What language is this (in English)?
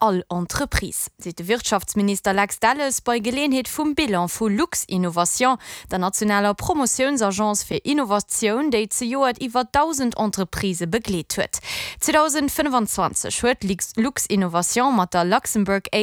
Luxembourgish